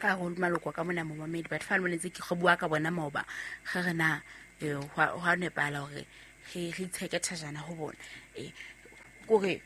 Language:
Southern Sotho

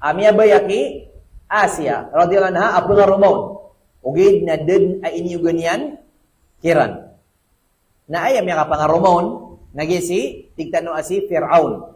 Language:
Maranao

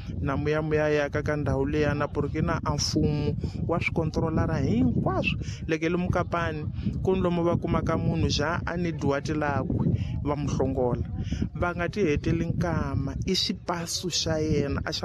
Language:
Tsonga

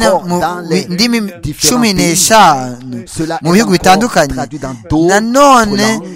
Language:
Kinyarwanda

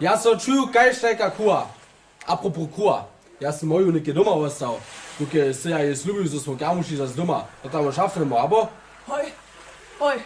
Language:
Upper Sorbian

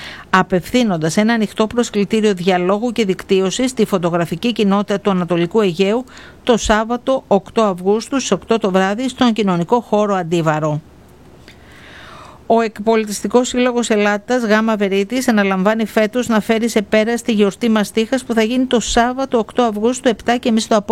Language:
Greek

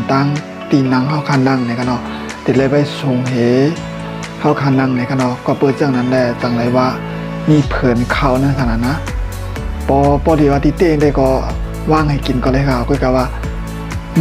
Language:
Shan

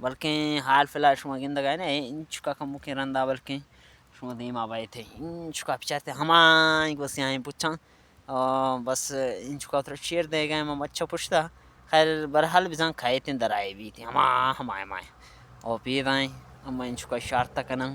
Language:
Baluchi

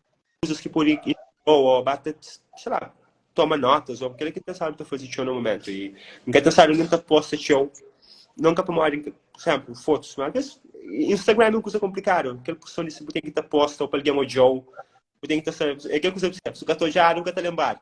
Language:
Kabuverdianu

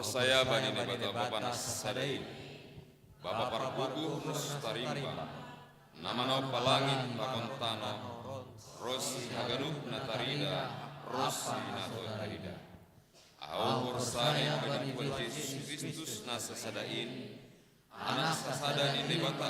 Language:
Batak Simalungun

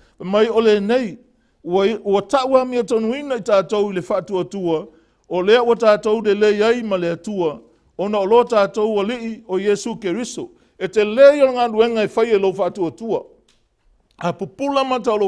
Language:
Samoan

